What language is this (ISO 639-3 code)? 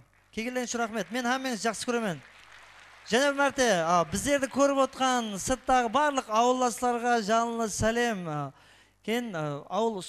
kaa